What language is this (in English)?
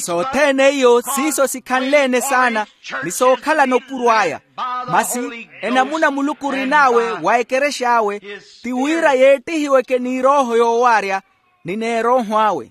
Makhuwa